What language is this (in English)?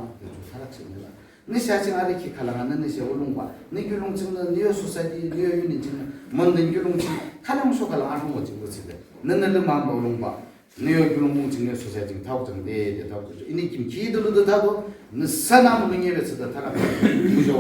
Yimchungru Naga